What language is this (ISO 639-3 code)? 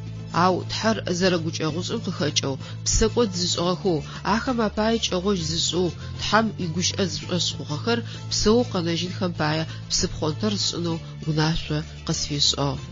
ady